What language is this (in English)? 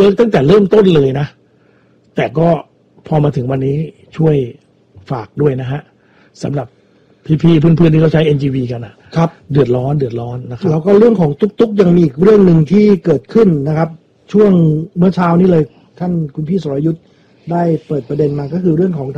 Thai